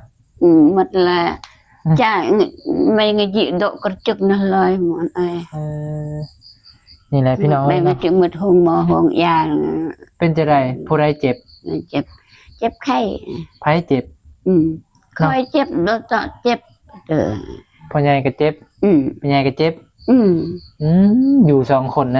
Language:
Northeastern Thai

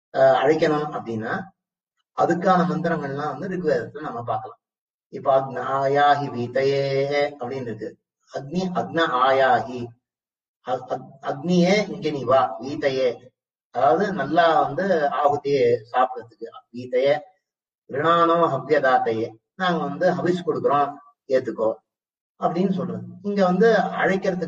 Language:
Tamil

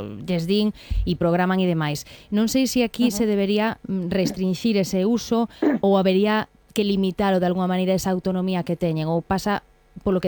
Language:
Galician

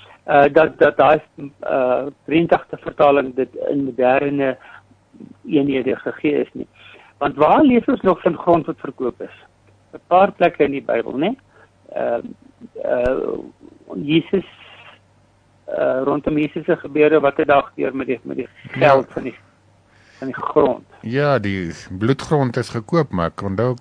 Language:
Afrikaans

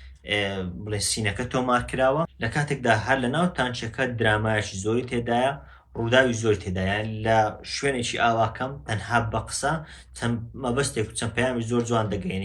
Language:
Central Kurdish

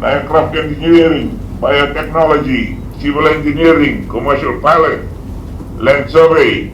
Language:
Fijian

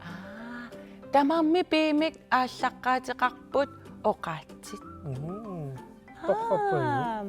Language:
Kalaallisut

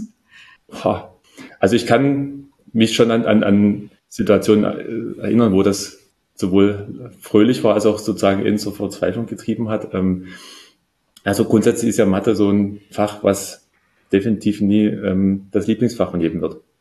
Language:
German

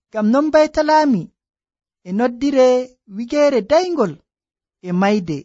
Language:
Nigerian Fulfulde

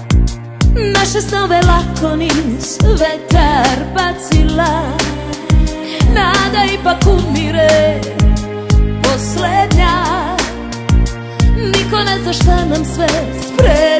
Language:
Serbian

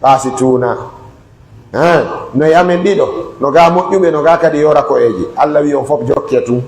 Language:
Pular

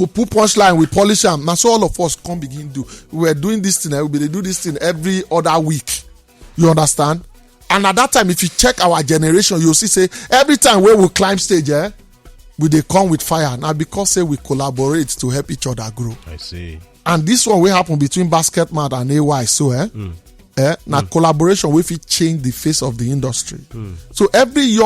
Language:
Nigerian Pidgin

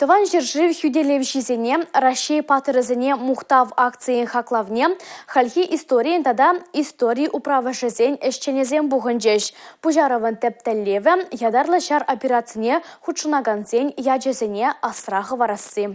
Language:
Chuvash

